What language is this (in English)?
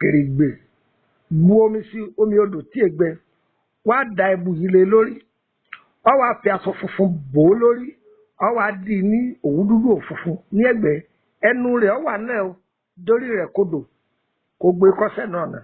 Yoruba